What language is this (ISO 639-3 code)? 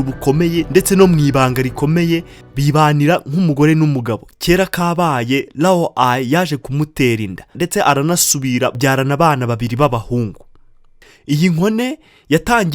kin